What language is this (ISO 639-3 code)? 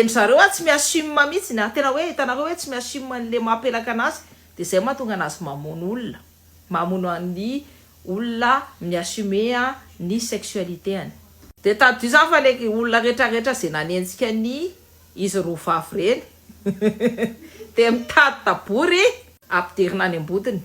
mlg